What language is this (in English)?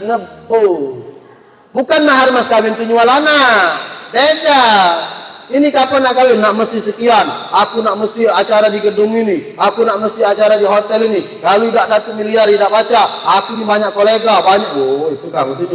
Musi